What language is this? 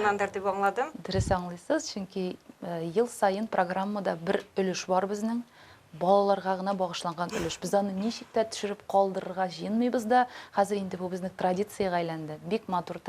Tatar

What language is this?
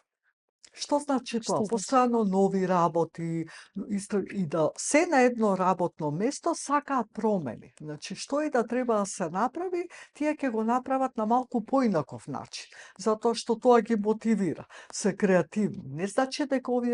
Macedonian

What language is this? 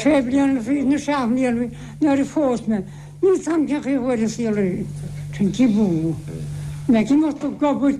Irish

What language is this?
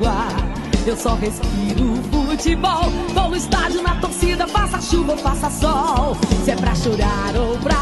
Portuguese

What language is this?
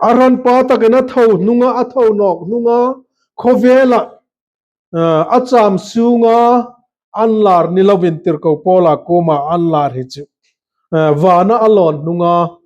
Hmar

